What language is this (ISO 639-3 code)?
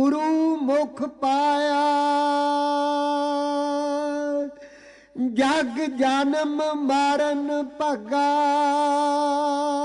pan